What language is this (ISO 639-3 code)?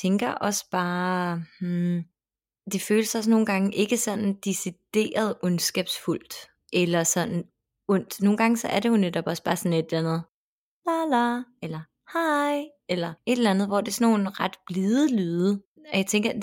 dan